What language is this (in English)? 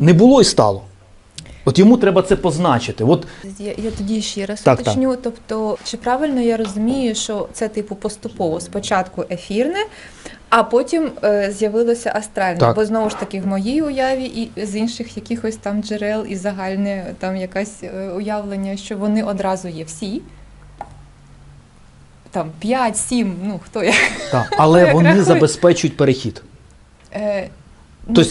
Ukrainian